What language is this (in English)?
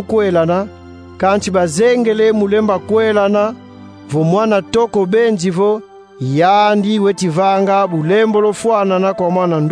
Kongo